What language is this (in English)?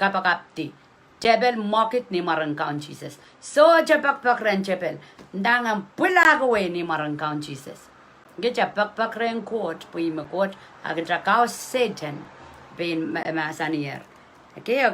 Pohnpeian